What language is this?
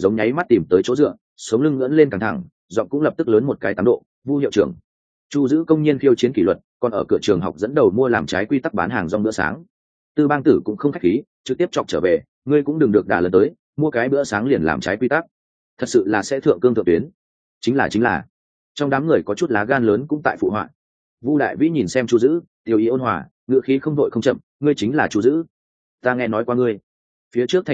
Vietnamese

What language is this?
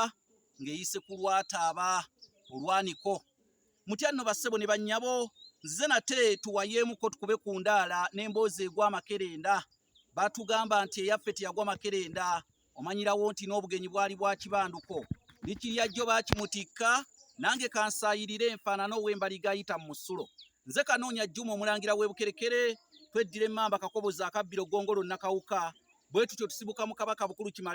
Ganda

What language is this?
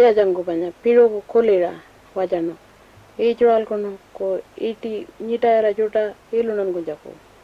Pitjantjatjara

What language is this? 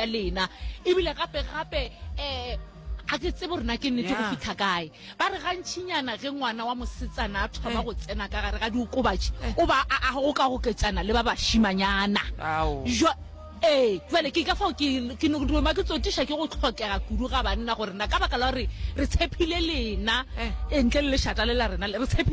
Northern Sotho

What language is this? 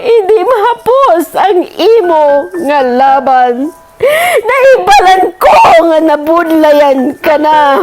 Hiligaynon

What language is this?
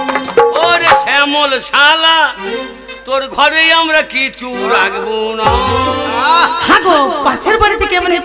Bangla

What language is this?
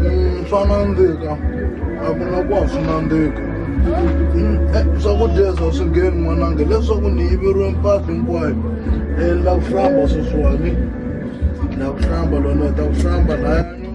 Tsonga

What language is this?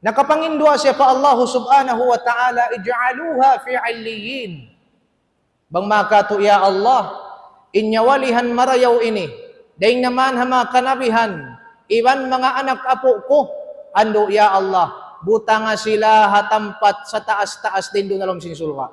Tausug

